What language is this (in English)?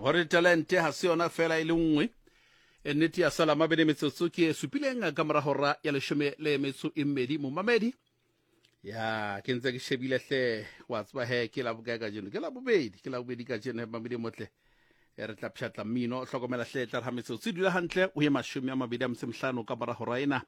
Southern Sotho